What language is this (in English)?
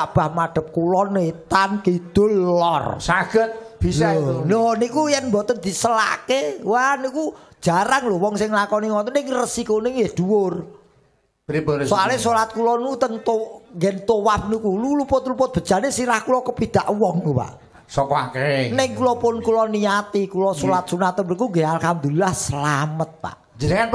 Javanese